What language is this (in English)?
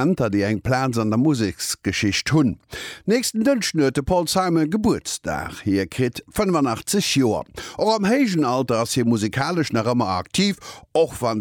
Luxembourgish